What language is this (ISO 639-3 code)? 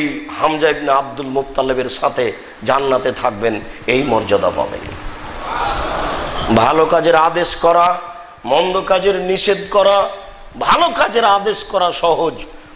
ben